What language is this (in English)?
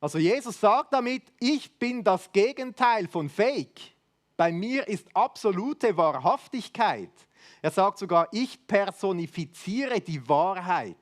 Swiss German